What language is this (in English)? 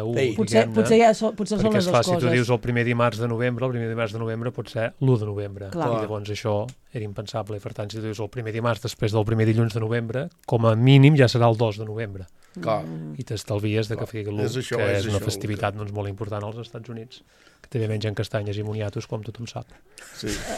Catalan